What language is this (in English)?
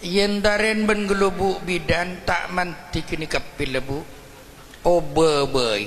Madurese